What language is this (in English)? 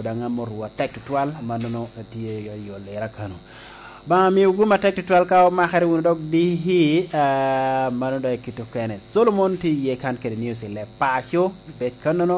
Lango (Uganda)